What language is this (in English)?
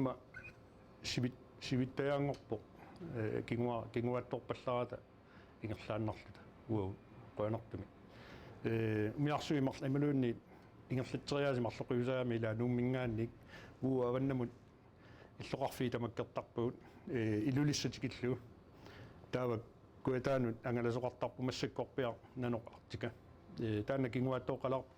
Kalaallisut